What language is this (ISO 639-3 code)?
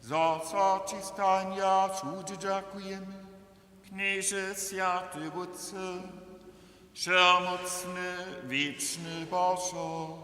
hsb